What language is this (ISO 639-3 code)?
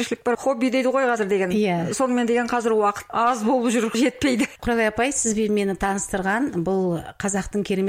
kaz